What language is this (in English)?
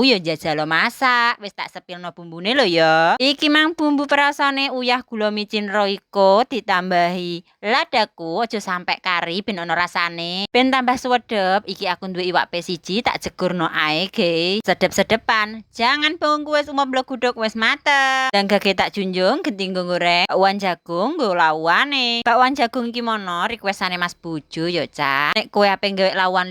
Javanese